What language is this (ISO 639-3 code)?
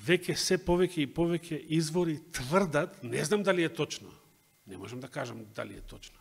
mkd